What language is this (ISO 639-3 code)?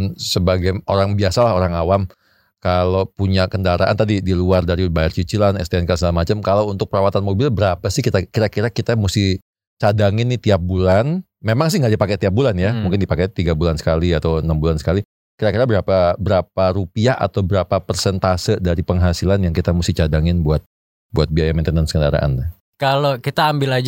ind